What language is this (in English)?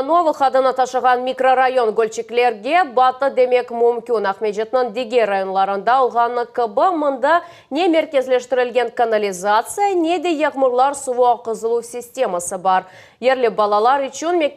Crimean Tatar